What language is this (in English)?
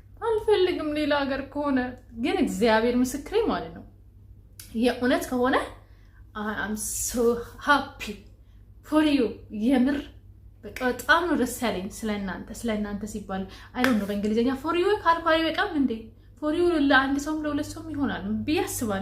Amharic